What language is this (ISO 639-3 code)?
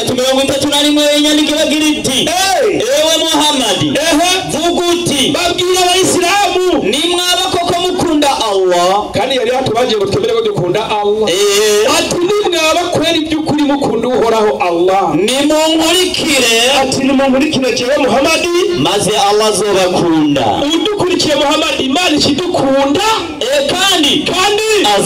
run